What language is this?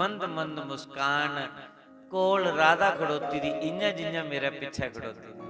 Dogri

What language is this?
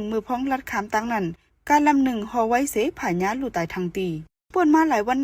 Shan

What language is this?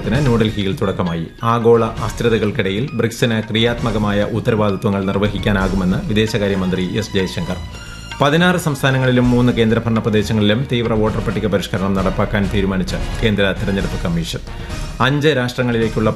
Malayalam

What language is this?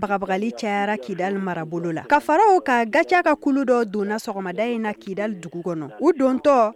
Bambara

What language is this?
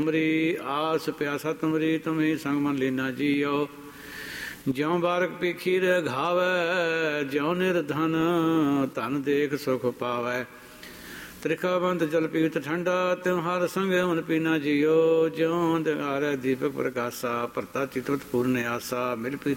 Punjabi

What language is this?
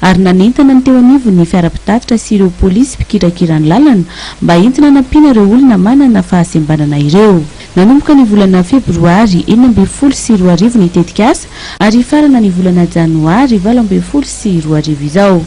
Malagasy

